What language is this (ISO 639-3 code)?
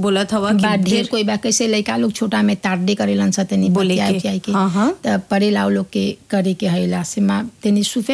bho